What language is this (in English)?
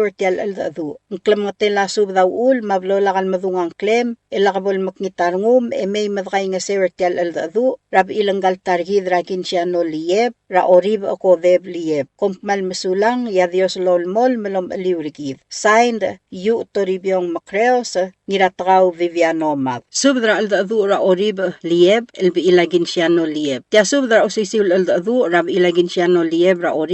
Palauan